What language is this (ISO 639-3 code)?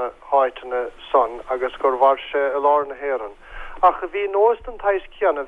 gle